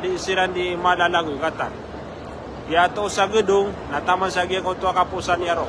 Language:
Maranao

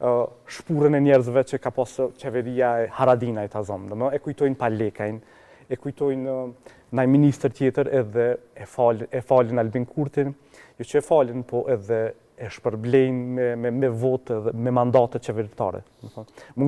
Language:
Albanian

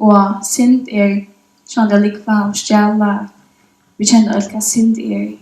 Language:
Faroese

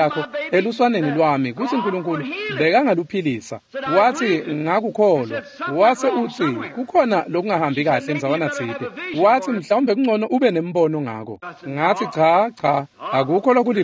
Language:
Swati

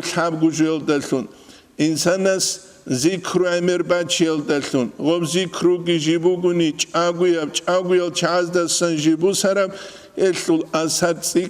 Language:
Avaric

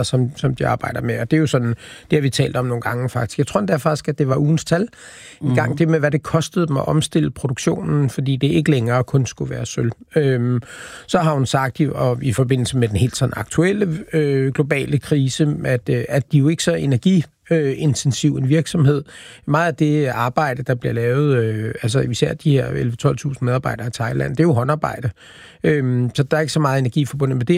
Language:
Danish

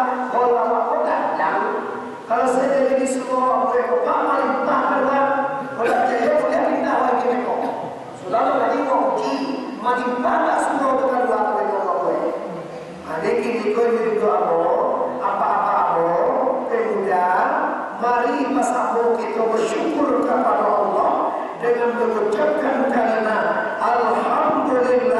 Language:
Minangkabau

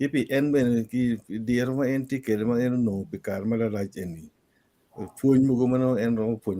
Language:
Acoli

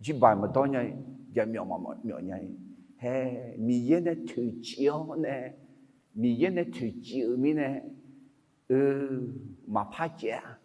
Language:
Akha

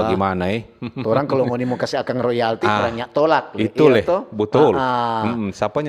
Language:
Manado Malay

